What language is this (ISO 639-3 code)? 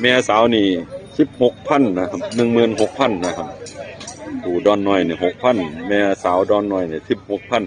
tts